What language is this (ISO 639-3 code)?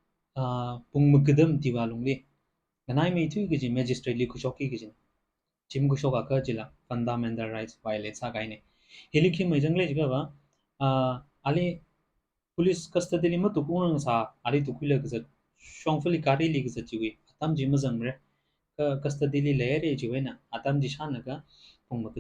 nmf